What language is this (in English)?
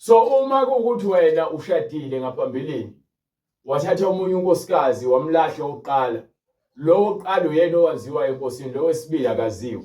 Zulu